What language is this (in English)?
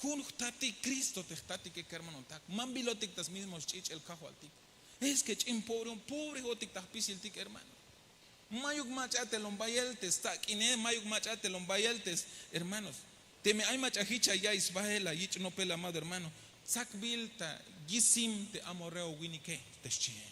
Tzeltal